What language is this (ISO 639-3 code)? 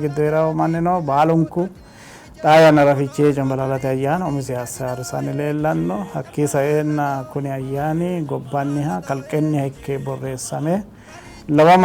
sid